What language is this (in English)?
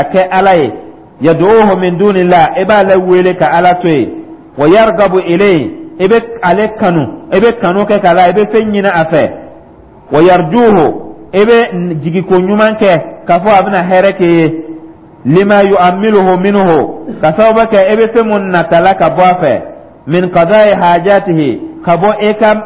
Dyula